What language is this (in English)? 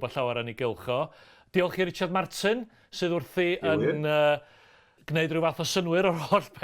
Welsh